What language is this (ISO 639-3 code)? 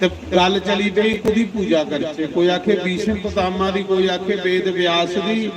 doi